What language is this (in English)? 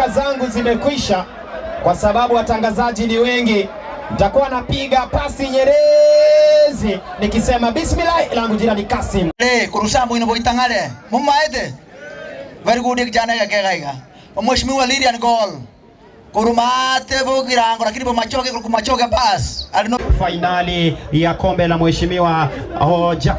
Gusii